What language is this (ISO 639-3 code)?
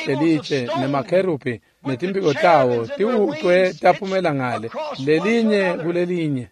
ssw